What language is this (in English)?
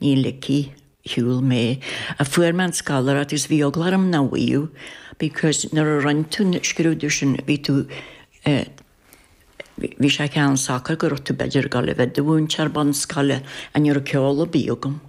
Irish